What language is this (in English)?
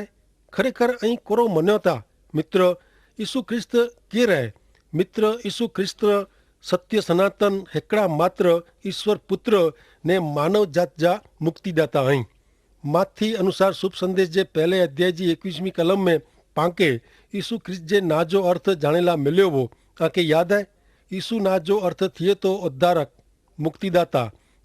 Kachhi